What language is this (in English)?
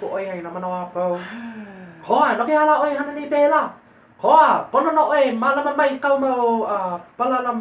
Hawaiian